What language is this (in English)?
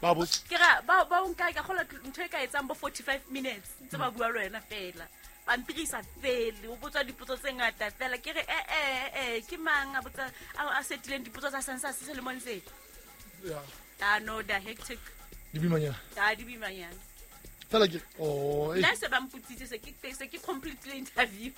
Southern Sotho